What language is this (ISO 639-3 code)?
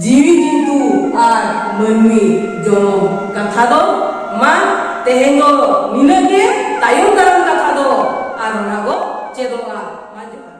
sat